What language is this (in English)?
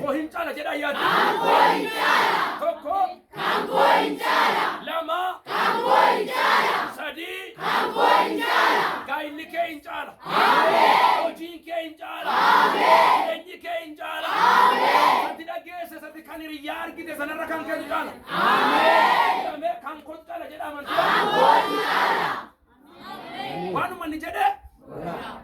Oromo